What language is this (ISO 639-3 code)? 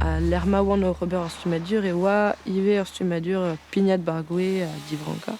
bre